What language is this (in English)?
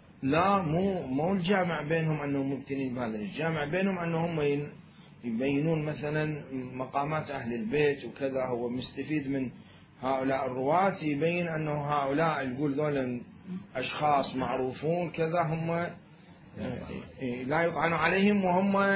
Mesopotamian Arabic